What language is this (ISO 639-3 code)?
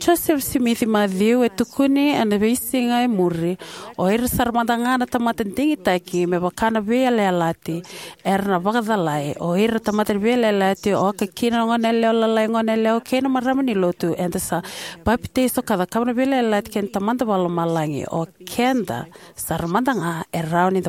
fij